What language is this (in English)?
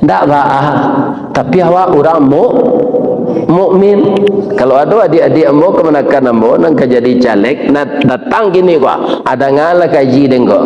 Minangkabau